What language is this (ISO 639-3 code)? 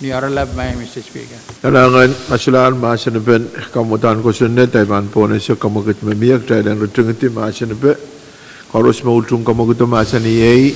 pon